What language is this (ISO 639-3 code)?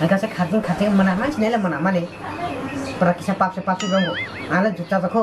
trp